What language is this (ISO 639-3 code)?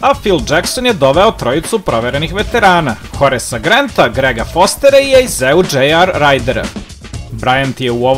srp